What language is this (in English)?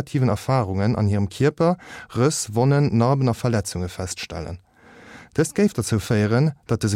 Luxembourgish